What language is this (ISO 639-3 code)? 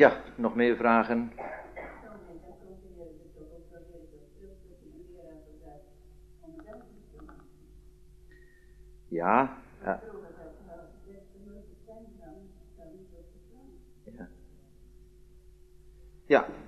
nld